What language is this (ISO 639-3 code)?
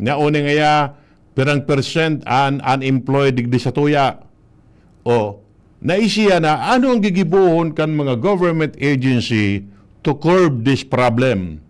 bik